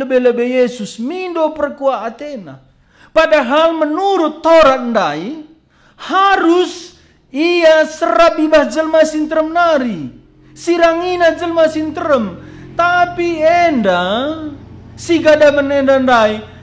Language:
Batak Karo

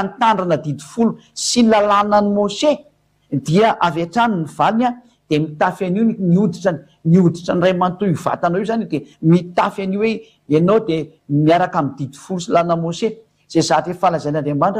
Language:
Malagasy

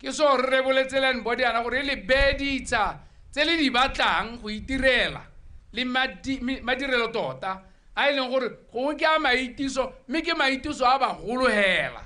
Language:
Tswana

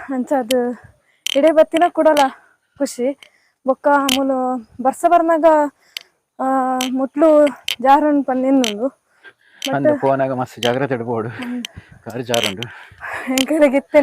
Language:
Tulu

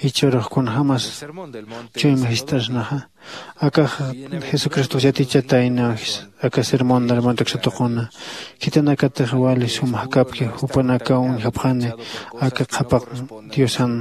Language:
Aymara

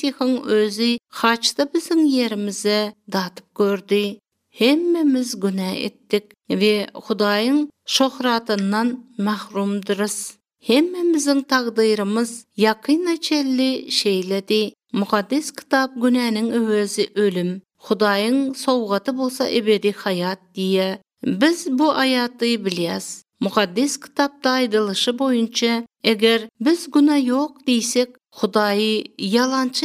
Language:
Turkmen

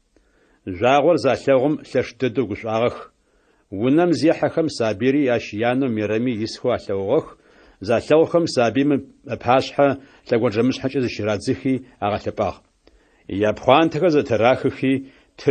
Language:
Adyghe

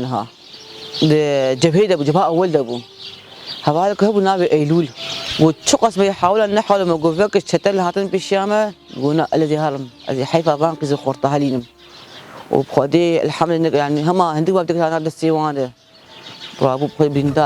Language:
Kurdish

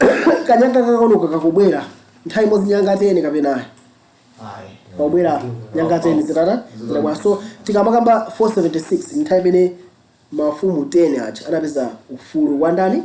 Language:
Nyanja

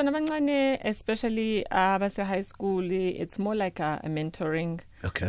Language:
South Ndebele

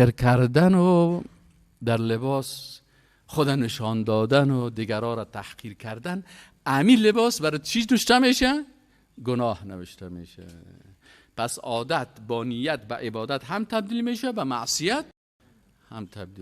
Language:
Persian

